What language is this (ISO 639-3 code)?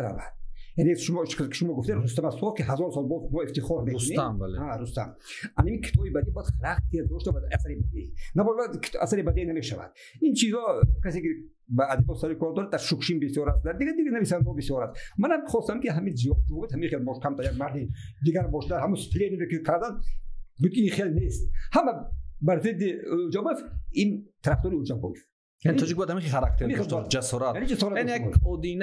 tgk